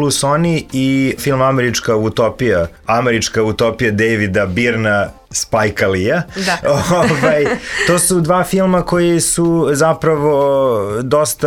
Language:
Serbian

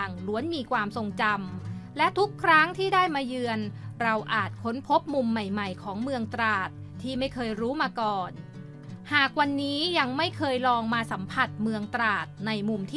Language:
Thai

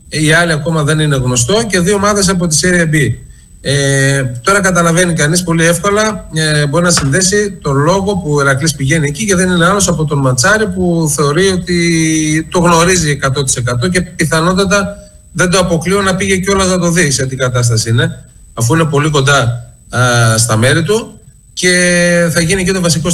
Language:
Greek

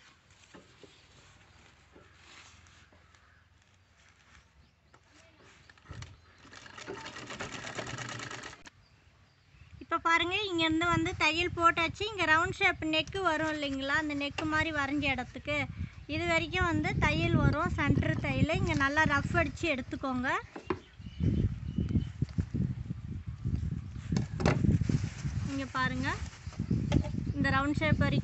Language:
Tamil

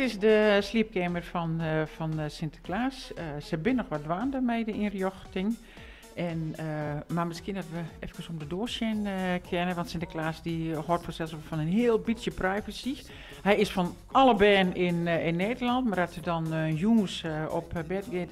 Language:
Western Frisian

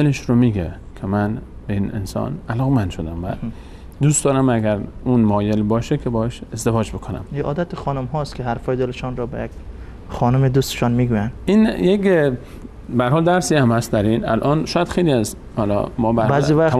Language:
Persian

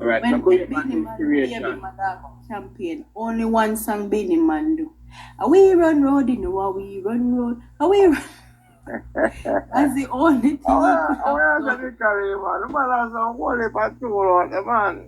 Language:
Jamaican Creole English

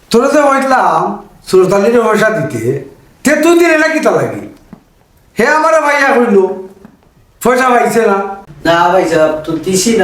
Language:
Sylheti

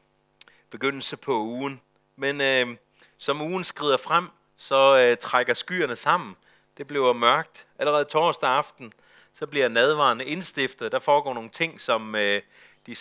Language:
Danish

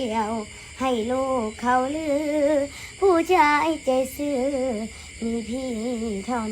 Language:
Northeastern Thai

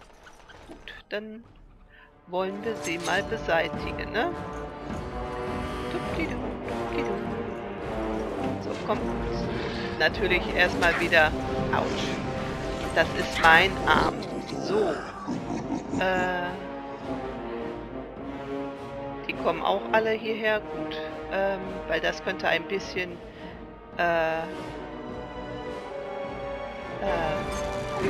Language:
German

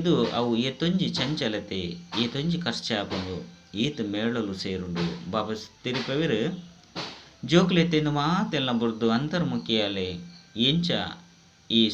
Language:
Tulu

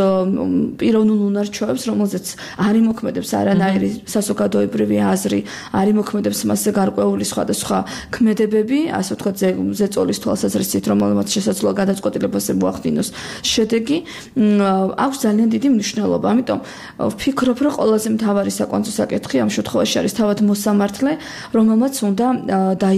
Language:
Georgian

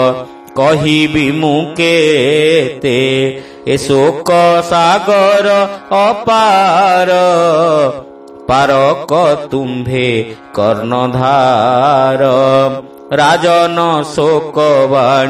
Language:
Odia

